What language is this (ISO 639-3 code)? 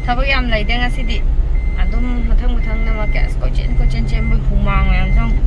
mni